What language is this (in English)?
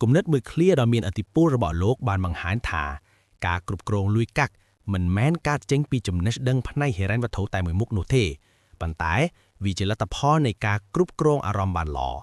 Khmer